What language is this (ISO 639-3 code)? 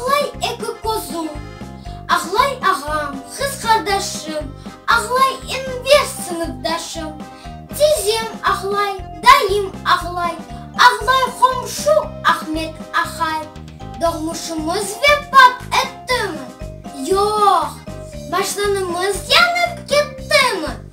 crh